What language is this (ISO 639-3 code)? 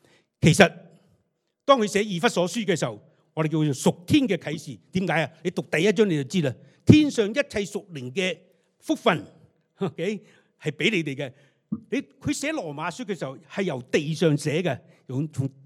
yue